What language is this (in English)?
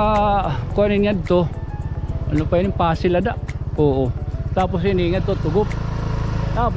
Waray